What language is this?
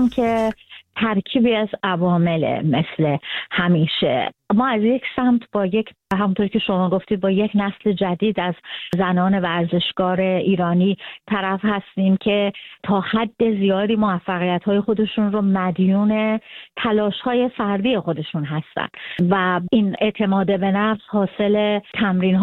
Persian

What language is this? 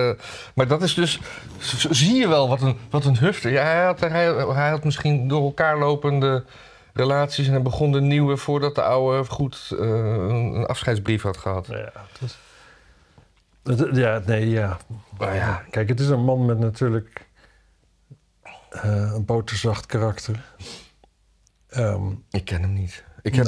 Dutch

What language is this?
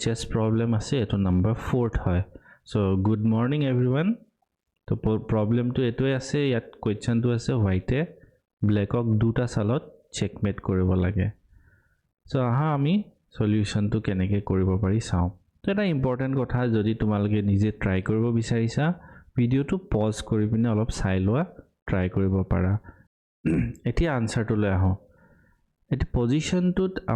Assamese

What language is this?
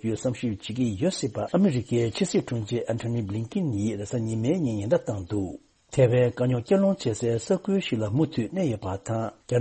Tibetan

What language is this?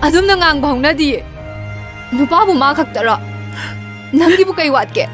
Manipuri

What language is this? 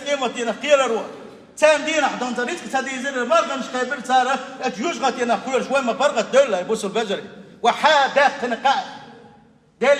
Chechen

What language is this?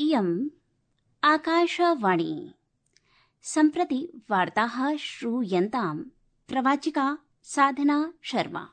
Sanskrit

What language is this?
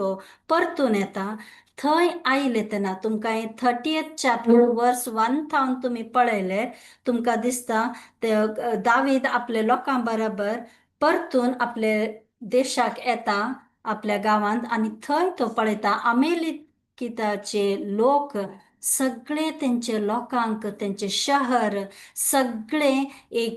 Konkani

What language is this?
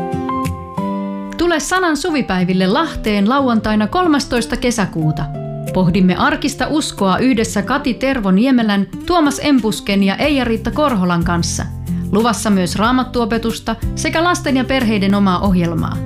Finnish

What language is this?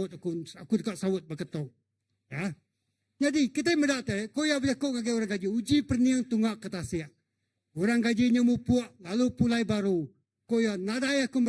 Iban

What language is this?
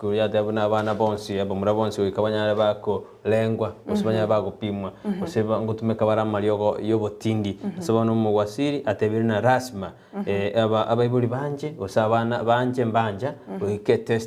Gusii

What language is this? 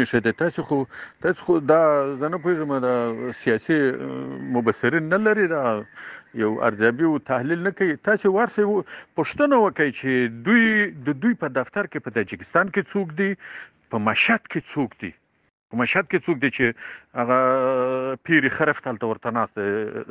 Pashto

